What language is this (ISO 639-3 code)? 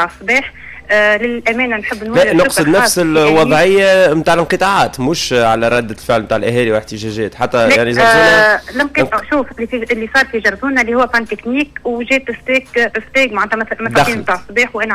aeb